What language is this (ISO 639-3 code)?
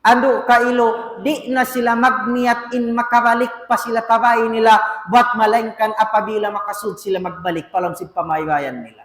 tsg